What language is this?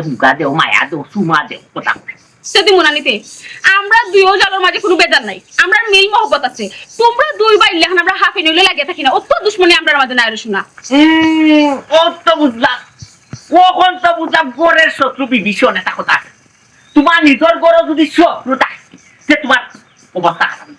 Sylheti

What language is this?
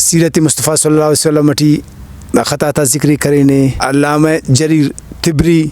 Brahui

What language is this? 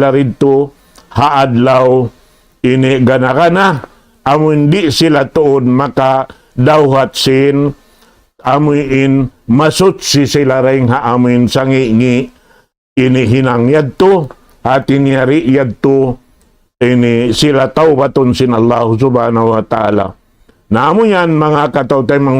Tausug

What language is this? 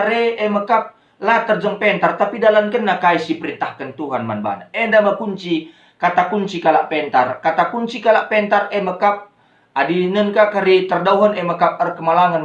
Batak Karo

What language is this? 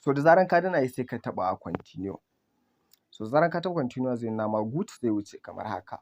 Hausa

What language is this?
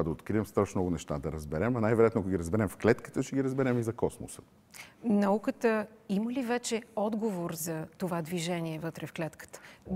Bulgarian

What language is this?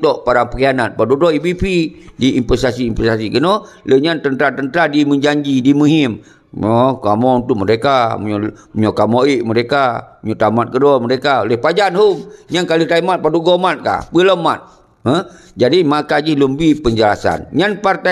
Achinese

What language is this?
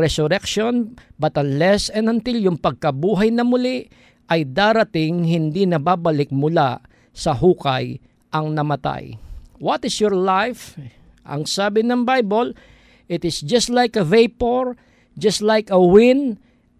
Filipino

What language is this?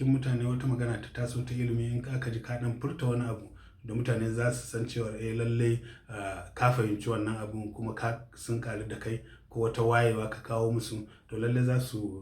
Hausa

